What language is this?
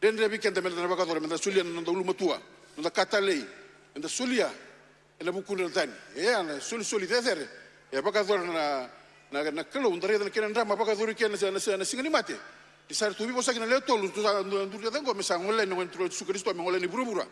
Fijian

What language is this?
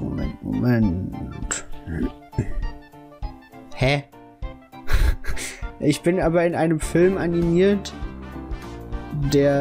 German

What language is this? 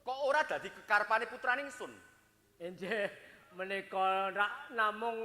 Javanese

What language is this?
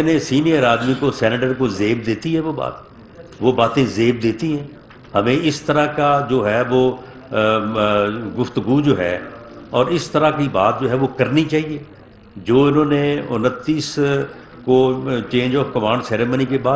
Urdu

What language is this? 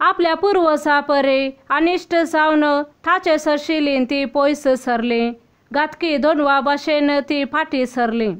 Konkani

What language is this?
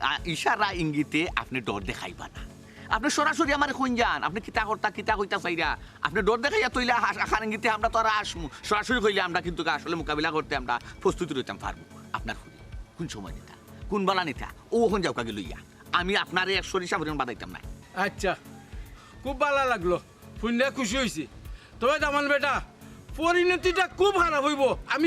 Sylheti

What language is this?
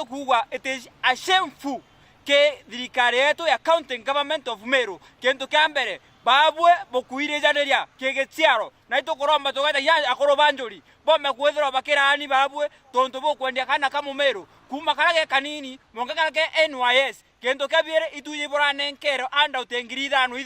Meru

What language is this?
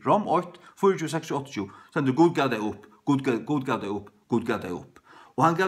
Faroese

